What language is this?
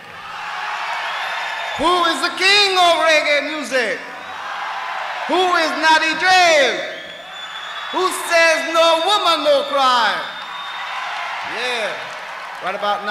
English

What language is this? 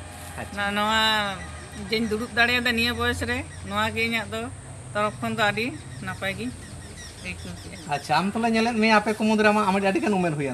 Santali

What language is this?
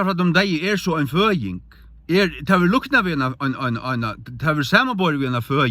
Faroese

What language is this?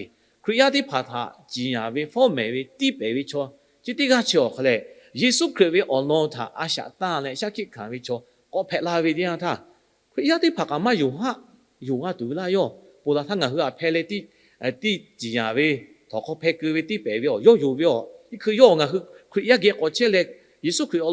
Lahu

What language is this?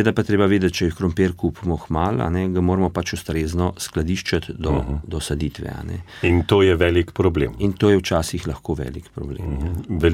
Slovenian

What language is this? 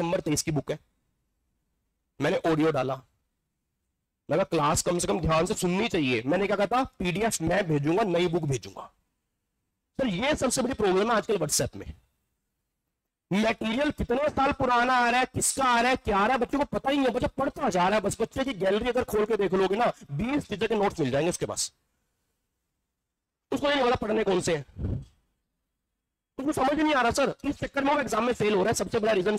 Hindi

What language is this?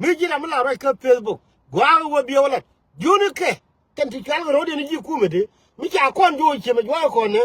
Nuer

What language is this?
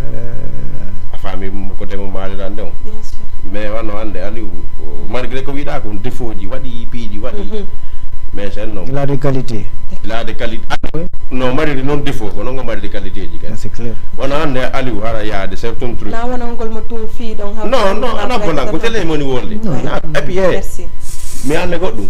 Fula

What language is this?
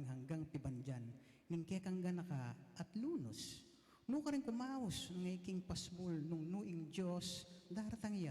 Pampanga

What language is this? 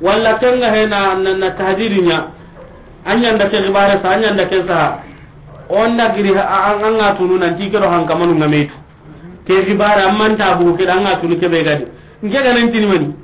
Soninke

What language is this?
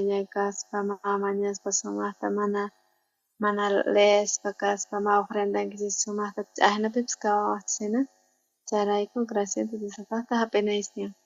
South Bolivian Quechua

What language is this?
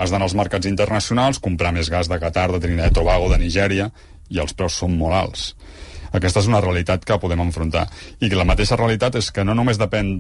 Catalan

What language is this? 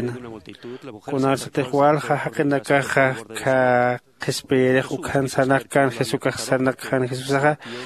Aymara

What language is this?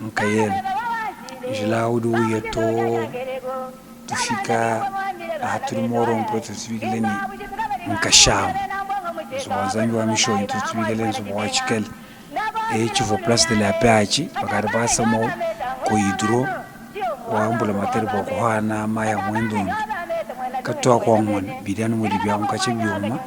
Luba-Lulua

